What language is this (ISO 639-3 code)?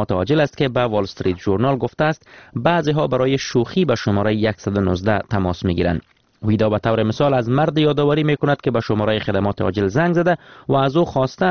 fas